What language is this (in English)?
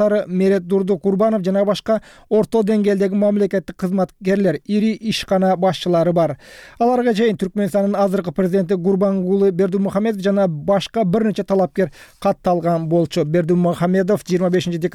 Kyrgyz